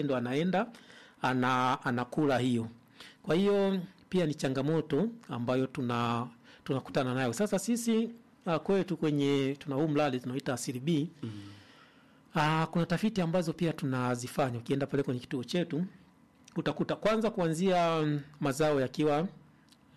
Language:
Swahili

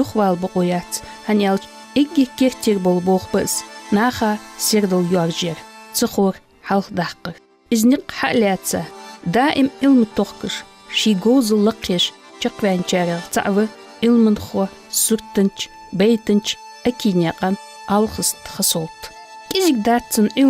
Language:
Ingush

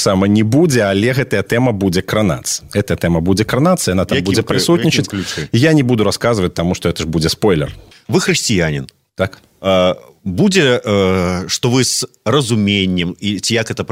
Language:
Belarusian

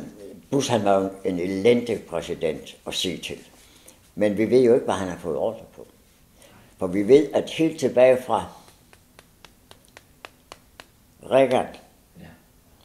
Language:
Danish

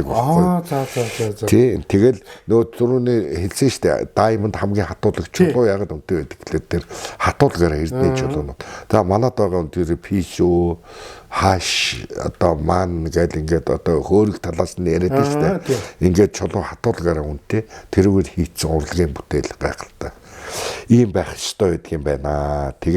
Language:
Mongolian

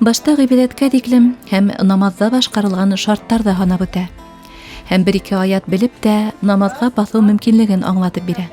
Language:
Bashkir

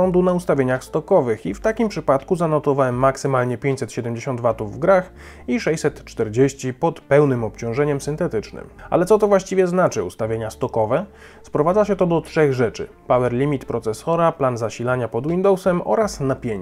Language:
Polish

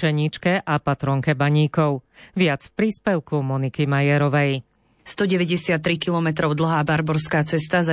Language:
Slovak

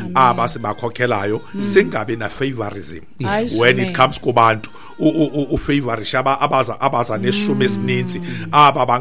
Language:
Xhosa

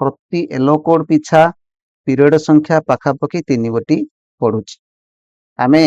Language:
Odia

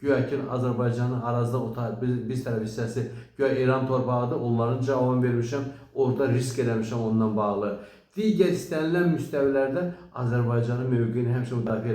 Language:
Azerbaijani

